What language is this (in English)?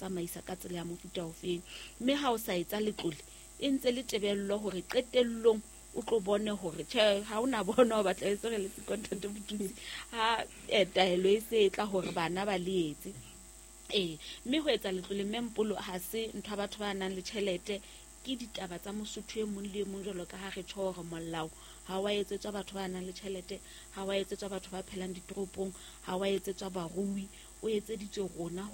Southern Sotho